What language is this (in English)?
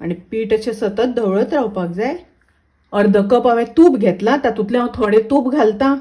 Konkani